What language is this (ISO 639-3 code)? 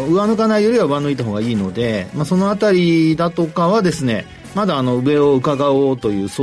jpn